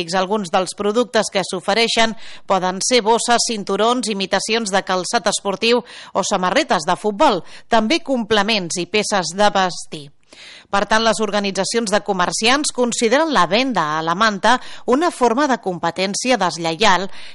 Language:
Catalan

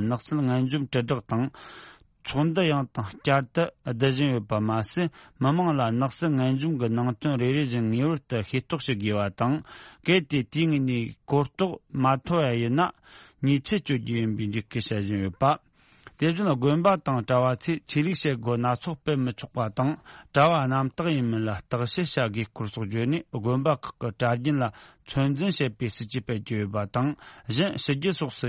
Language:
Tibetan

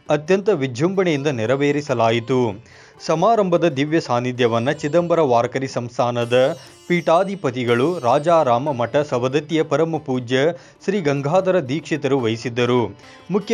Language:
Kannada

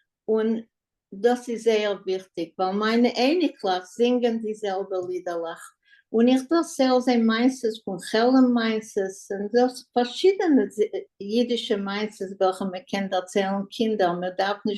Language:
Yiddish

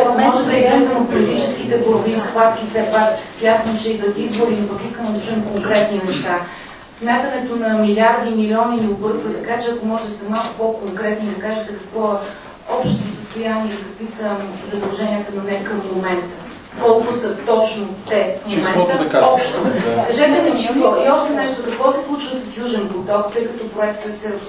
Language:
Bulgarian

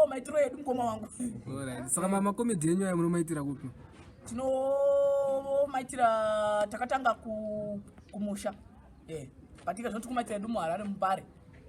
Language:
Shona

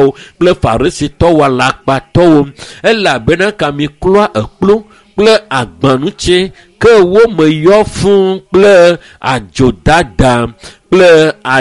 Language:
Ewe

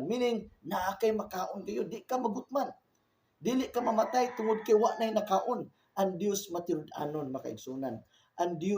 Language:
Cebuano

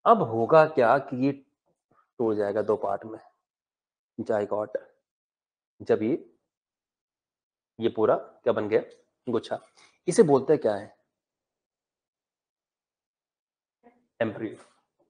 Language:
Hindi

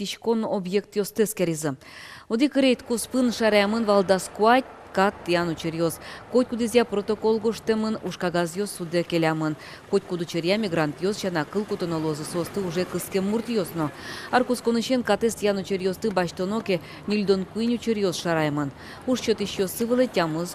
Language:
Udmurt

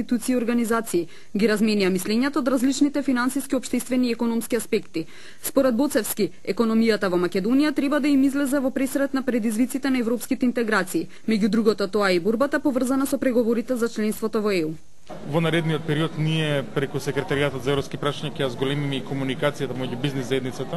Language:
Macedonian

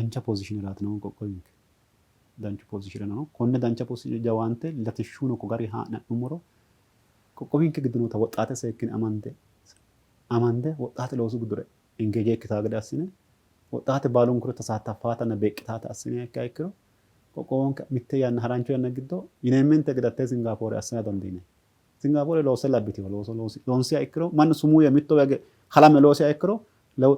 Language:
Sidamo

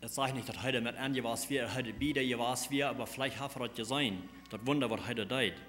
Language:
Plautdietsch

